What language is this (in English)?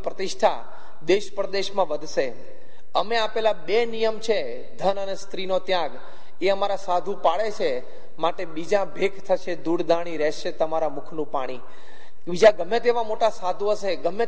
Gujarati